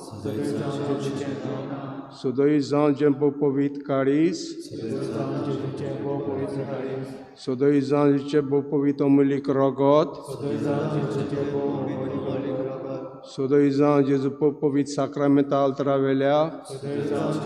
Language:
Konkani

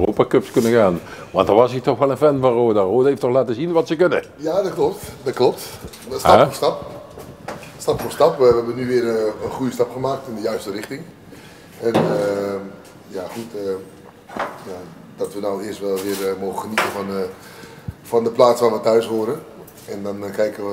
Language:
Limburgish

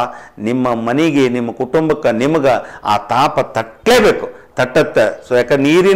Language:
Kannada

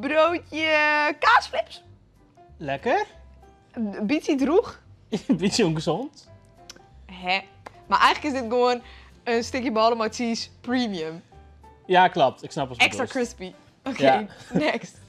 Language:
Western Frisian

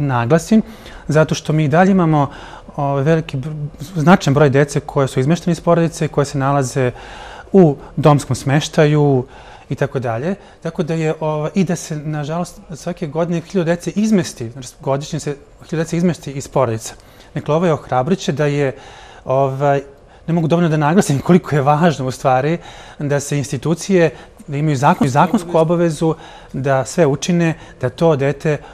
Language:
Serbian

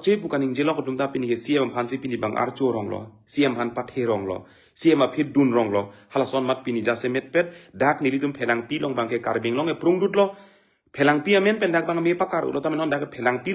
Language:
Karbi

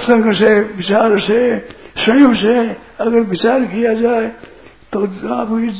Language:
Hindi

